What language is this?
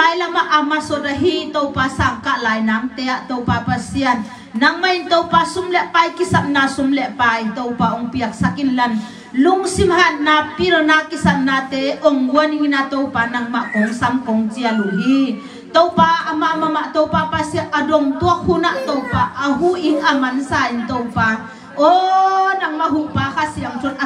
Tedim Chin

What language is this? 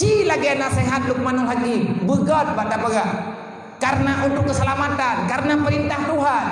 Achinese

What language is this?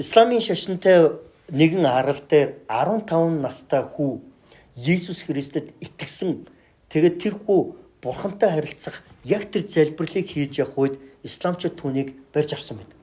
Mongolian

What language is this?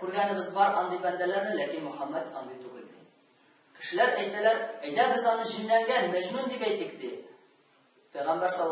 Tatar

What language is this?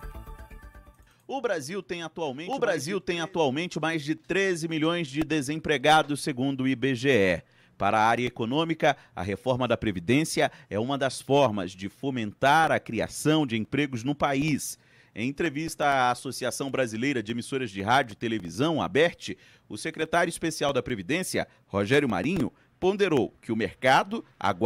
Portuguese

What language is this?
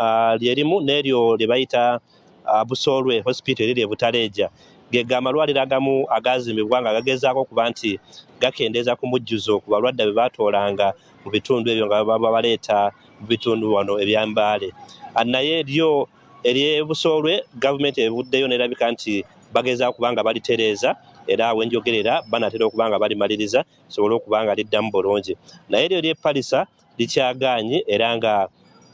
Ganda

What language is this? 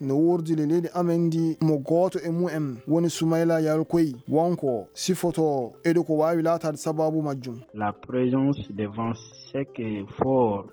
Fula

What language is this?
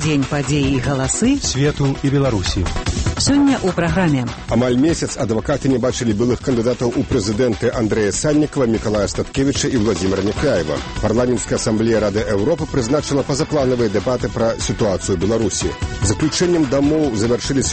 Belarusian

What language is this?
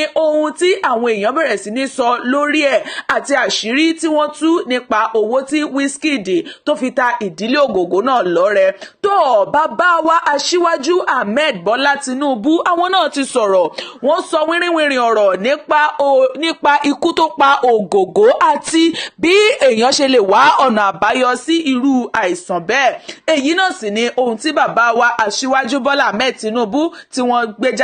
Yoruba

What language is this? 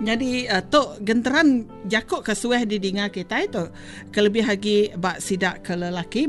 Iban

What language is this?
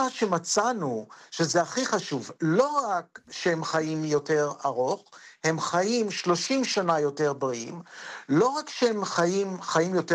Hebrew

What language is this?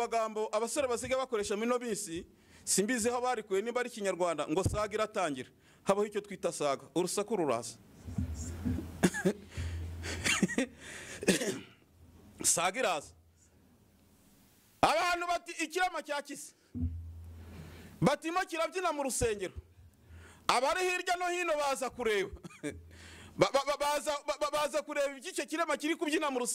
Kinyarwanda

